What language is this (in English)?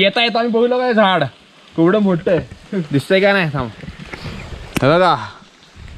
Marathi